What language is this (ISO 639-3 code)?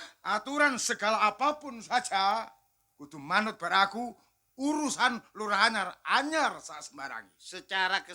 jav